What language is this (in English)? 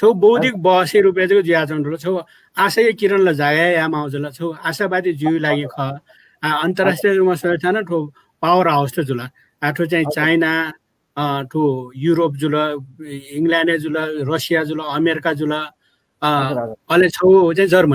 Newari